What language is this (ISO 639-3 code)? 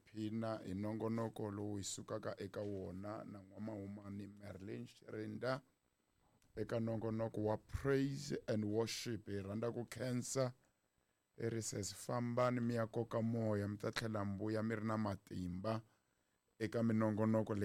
tso